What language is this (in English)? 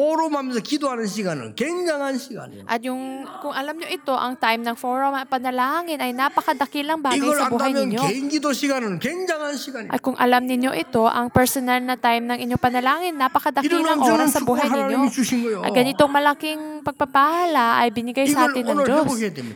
Filipino